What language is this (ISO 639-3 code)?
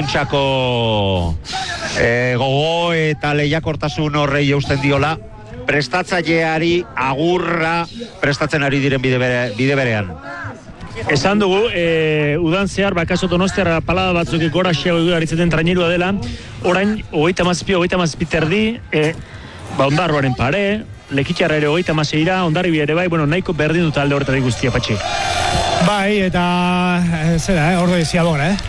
eus